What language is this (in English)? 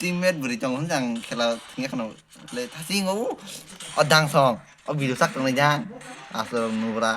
Kok Borok